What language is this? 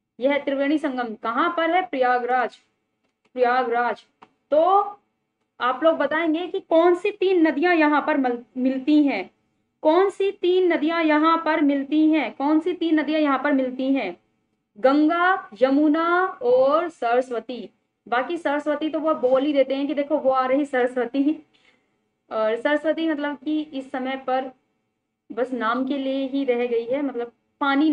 Hindi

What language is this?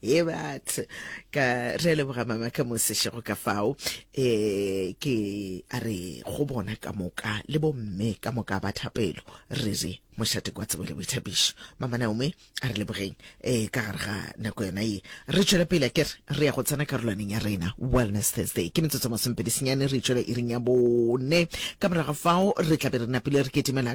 Northern Sotho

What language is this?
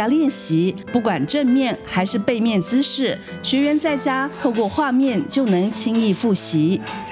Chinese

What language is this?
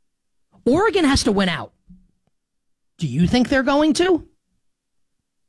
English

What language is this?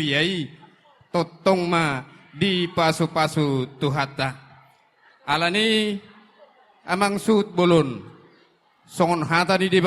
Batak Toba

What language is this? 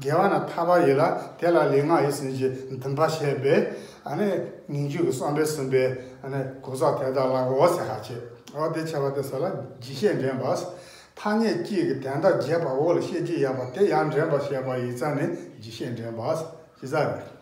Tibetan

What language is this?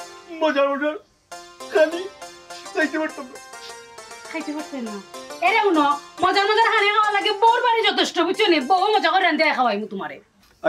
Sylheti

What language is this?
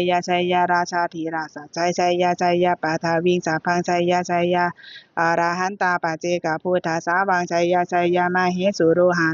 Pali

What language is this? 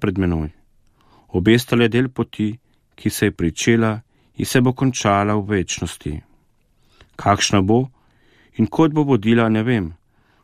Slovenian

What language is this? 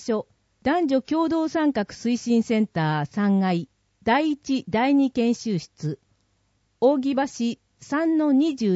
Japanese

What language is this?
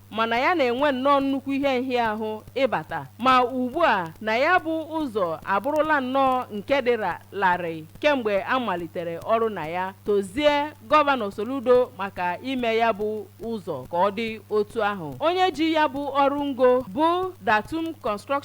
Igbo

